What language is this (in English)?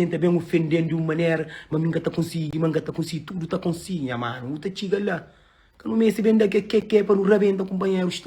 Kabuverdianu